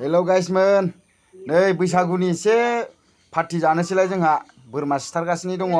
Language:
Bodo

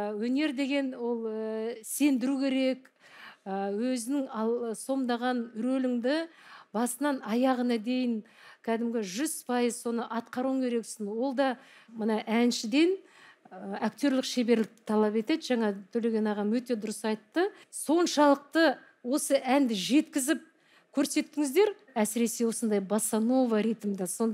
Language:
Kazakh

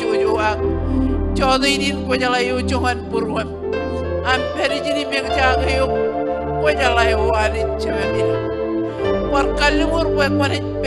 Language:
Marshallese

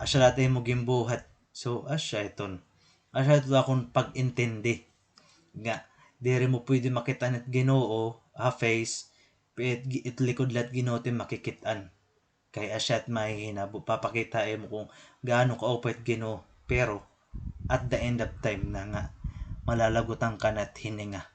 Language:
Waray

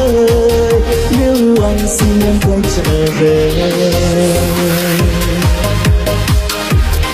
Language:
Vietnamese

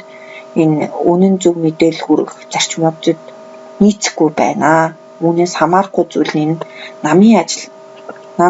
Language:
Mongolian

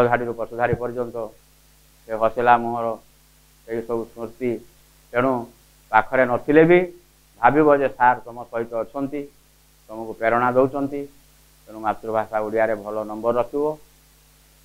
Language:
Odia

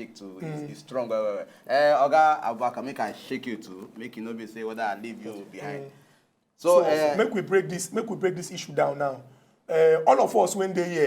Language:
Nigerian Pidgin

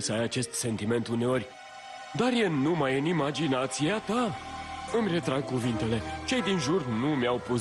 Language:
Romanian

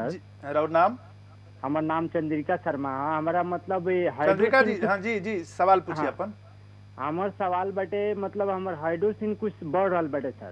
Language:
Bhojpuri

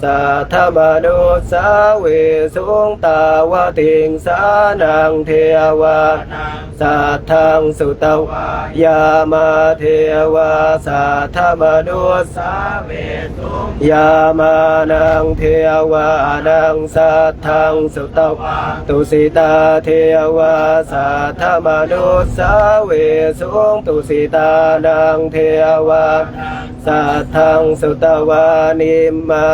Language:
Pali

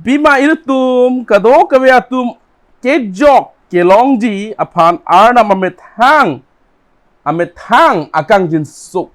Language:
Karbi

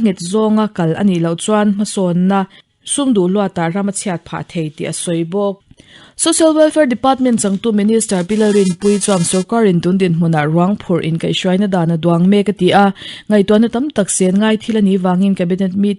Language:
Mizo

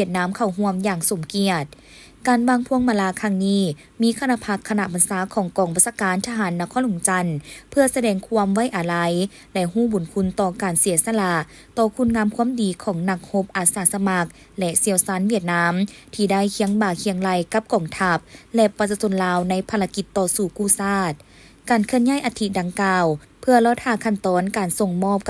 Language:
Lao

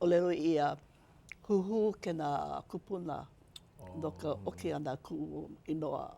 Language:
Hawaiian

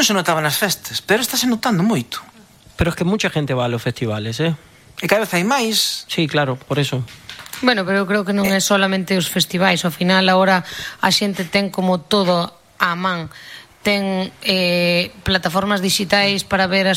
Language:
Galician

